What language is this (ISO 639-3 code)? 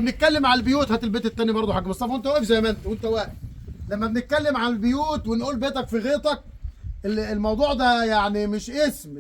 arz